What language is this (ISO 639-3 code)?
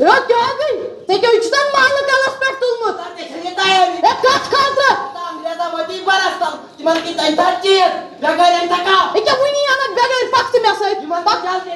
kas